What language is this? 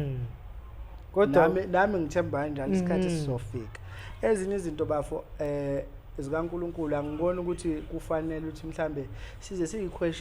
Zulu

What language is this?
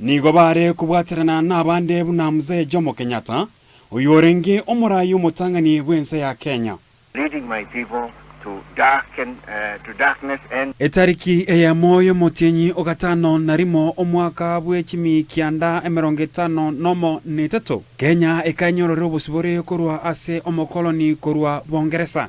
Gusii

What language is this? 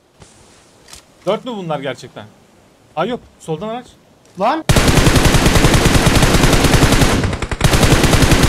Turkish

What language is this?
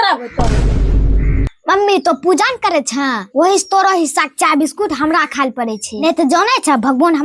Angika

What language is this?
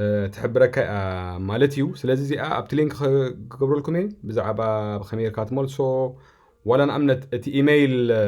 Tigrinya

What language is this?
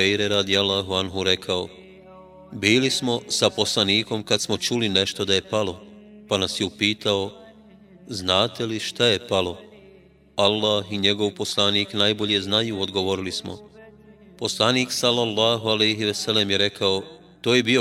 Bosnian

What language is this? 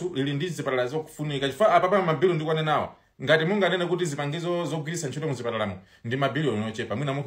Nyanja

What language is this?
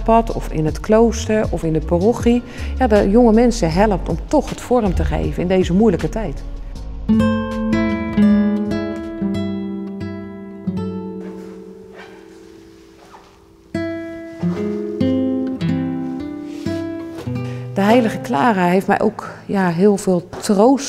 Dutch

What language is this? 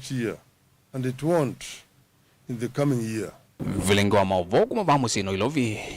Kamba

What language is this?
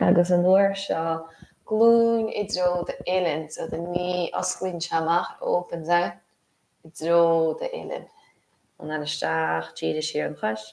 Irish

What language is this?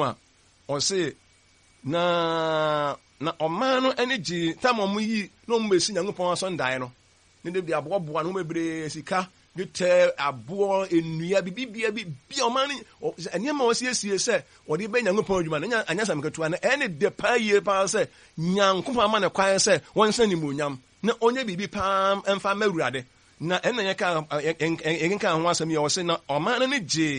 Akan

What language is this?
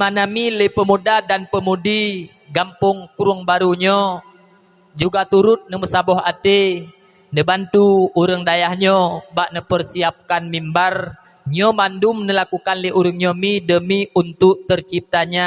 Achinese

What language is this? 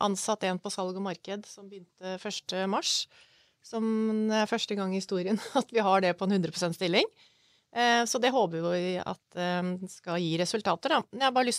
Norwegian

